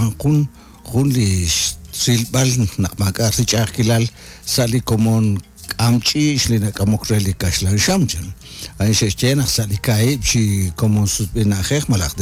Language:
Kekchí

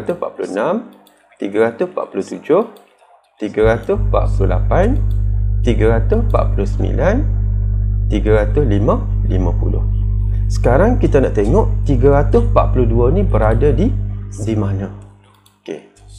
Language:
Malay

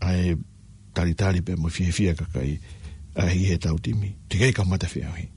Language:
Tongan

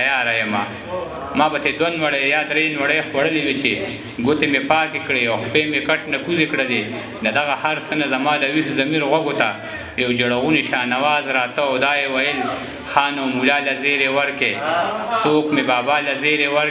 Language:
Pashto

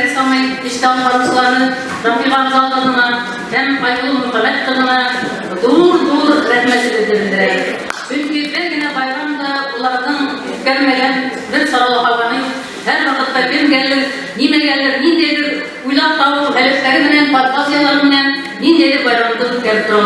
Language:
Bashkir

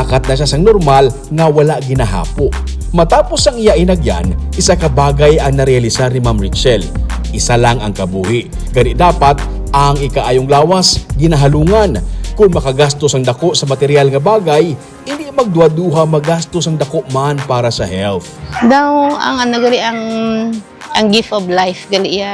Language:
Hiligaynon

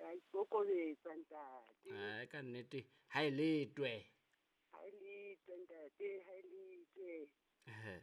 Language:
Southern Sotho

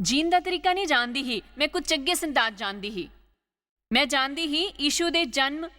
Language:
Dogri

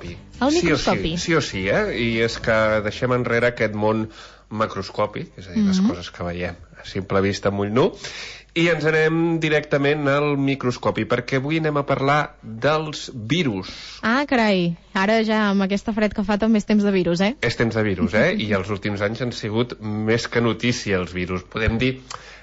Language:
Catalan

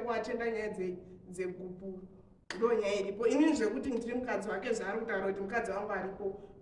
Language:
Shona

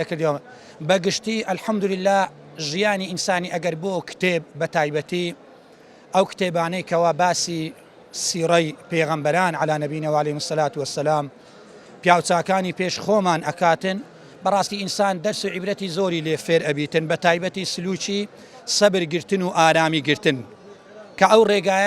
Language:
Central Kurdish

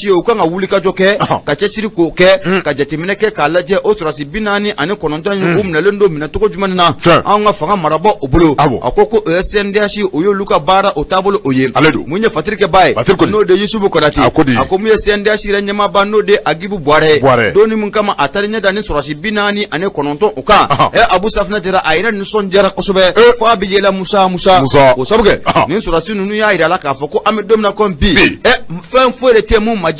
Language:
Bambara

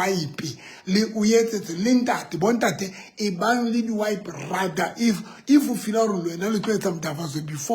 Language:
Southern Sotho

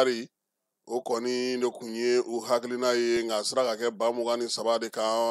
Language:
Bambara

